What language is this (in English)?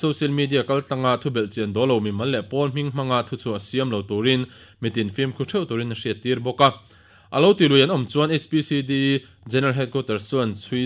Mizo